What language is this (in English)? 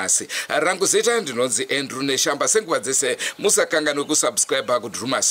Shona